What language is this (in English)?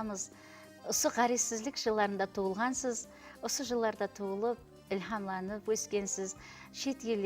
Kara-Kalpak